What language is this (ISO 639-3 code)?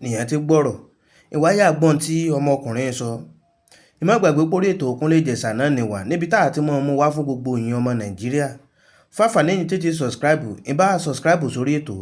yor